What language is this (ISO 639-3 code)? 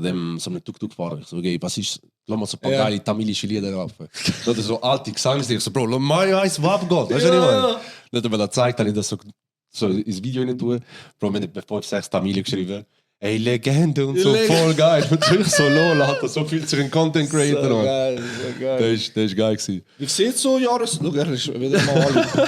gsw